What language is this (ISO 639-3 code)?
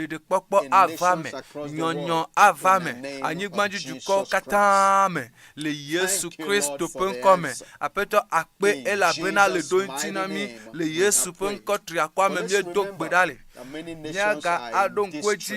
ewe